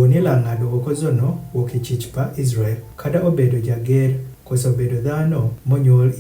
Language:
Adhola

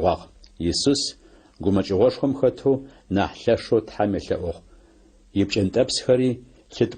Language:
Adyghe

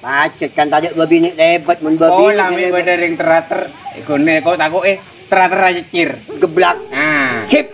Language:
Madurese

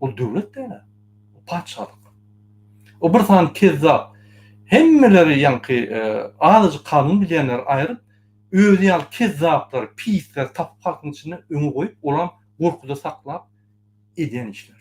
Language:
Turkmen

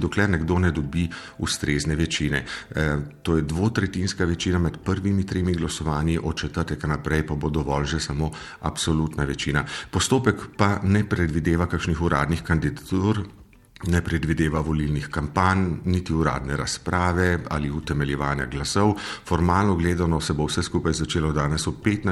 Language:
Slovenian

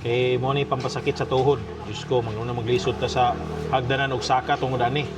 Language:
Cebuano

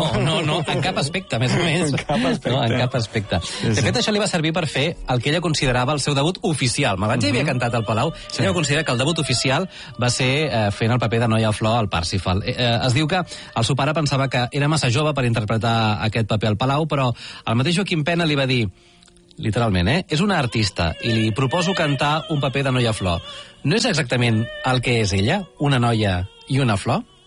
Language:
Catalan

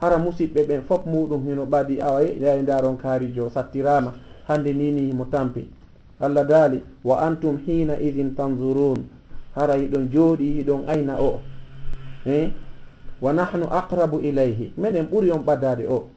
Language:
Fula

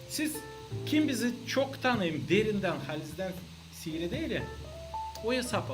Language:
Gagauz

